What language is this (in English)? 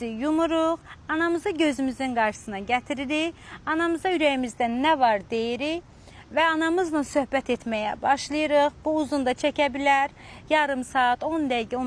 Azerbaijani